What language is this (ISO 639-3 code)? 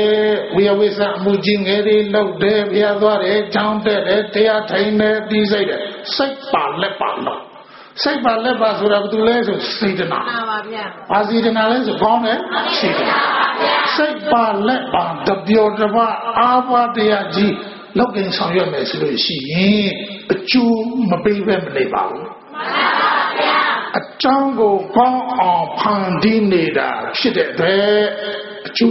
mya